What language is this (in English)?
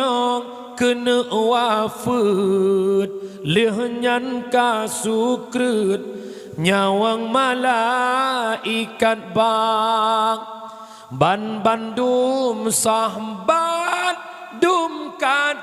Achinese